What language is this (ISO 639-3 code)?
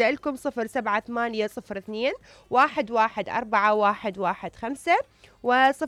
acm